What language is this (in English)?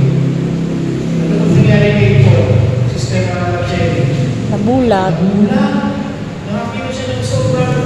Filipino